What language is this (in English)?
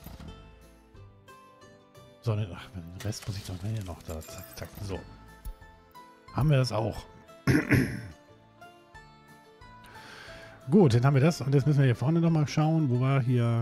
German